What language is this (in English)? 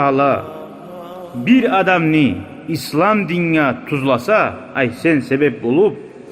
Kumyk